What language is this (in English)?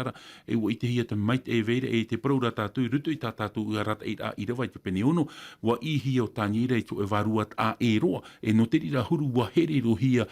Tahitian